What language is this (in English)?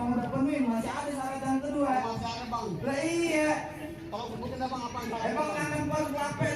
Betawi